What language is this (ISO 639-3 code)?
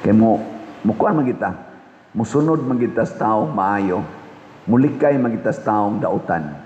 ceb